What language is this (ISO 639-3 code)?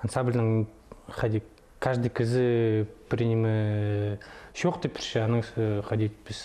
kjh